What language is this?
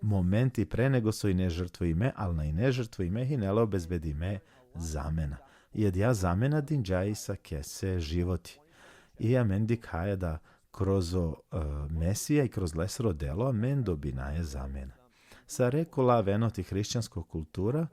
Balkan Romani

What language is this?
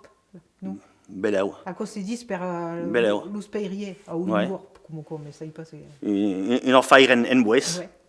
Occitan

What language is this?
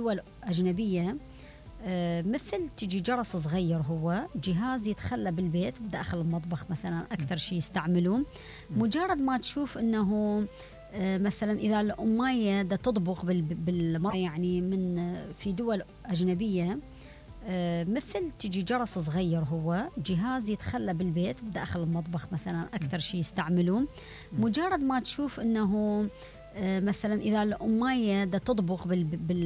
Mesopotamian Arabic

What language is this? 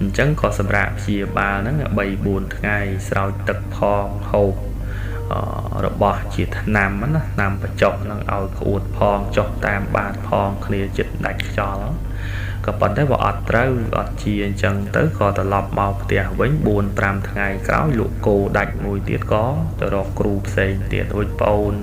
Khmer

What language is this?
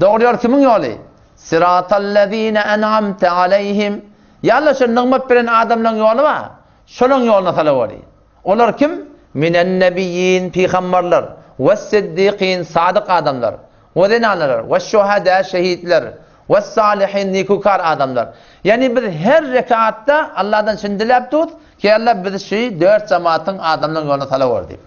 Turkmen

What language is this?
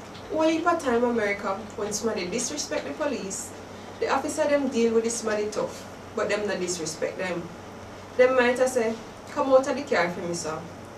Jamaican Creole English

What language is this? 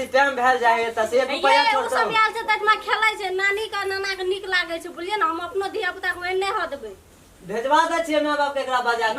Maithili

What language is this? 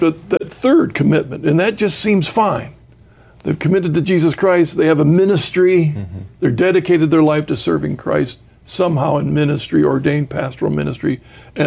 English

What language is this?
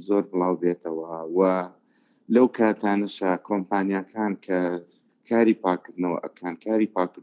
Central Kurdish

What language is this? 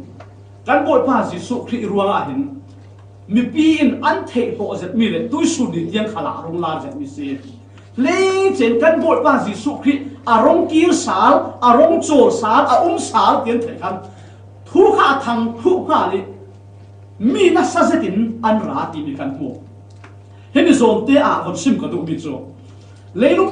Falam Chin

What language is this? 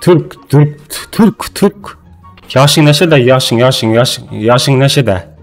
Kara-Kalpak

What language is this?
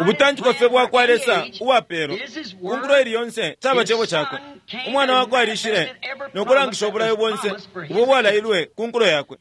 Bemba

